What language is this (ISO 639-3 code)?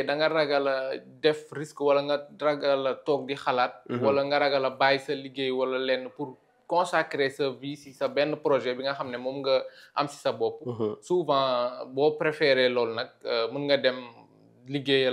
wol